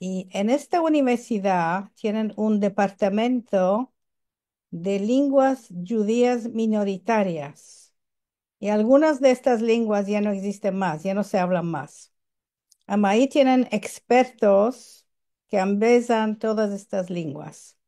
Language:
Ladino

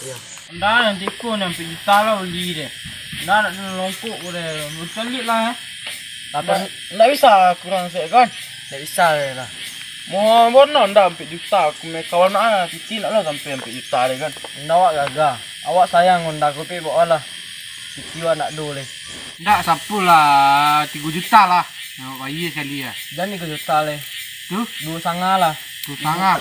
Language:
Minangkabau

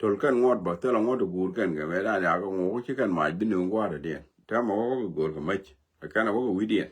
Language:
Nuer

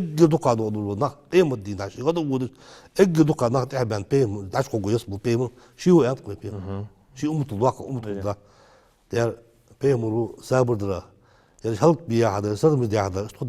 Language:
Ingush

